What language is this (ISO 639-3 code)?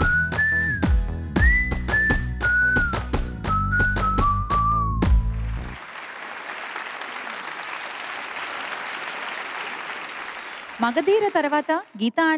tel